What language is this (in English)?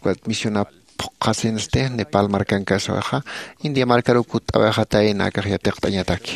Aymara